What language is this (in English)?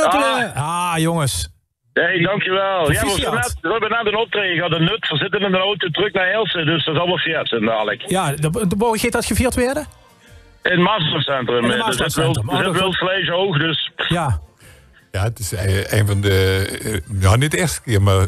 Limburgish